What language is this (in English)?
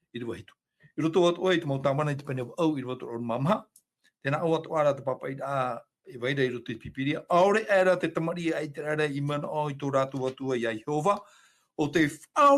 Tahitian